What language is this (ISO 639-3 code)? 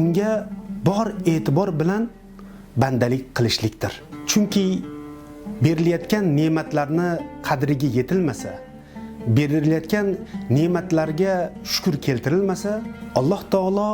uzb